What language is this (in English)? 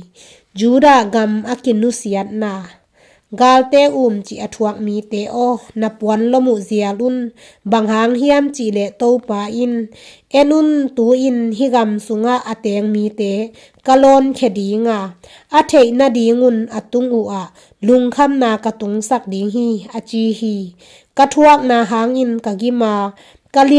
Tedim Chin